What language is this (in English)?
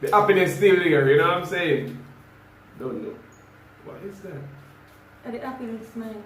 Jamaican Creole English